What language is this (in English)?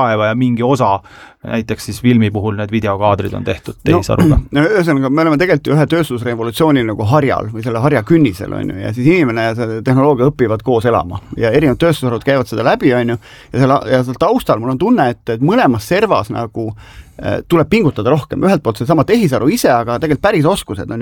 Estonian